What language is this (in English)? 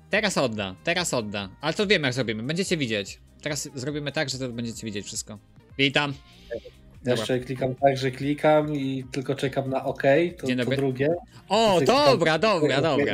Polish